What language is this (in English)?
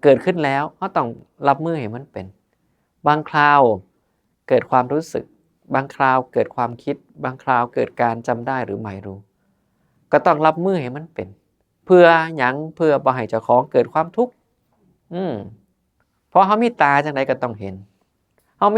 Northeastern Thai